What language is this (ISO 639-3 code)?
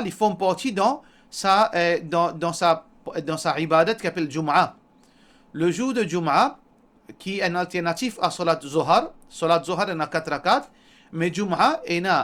mfe